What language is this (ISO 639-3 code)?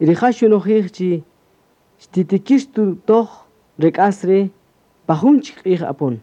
cak